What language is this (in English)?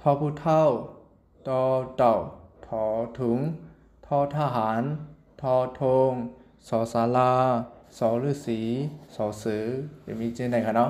Shan